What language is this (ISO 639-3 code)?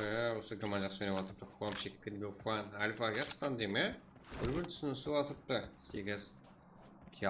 kaa